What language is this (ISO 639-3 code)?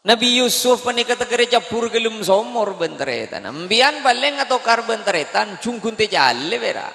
mad